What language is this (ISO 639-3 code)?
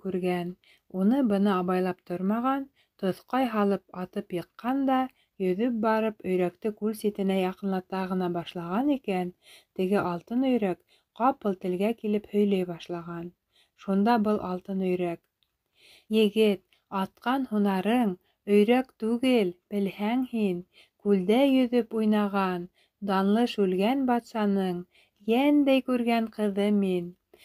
bak